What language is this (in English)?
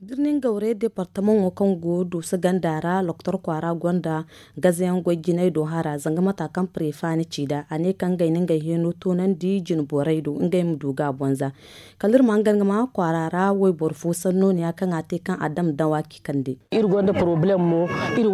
Zarma